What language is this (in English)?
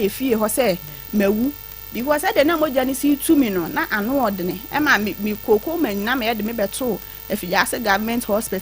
Akan